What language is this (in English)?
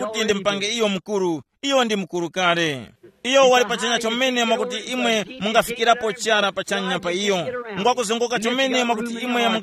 Tumbuka